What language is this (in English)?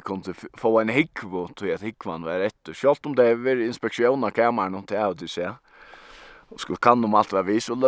Faroese